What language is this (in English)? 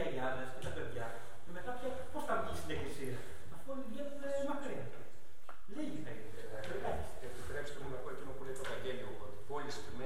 Greek